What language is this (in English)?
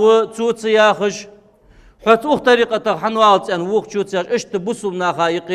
Ingush